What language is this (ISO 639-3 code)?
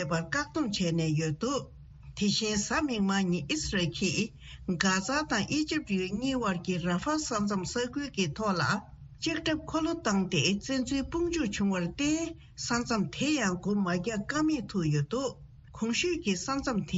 bod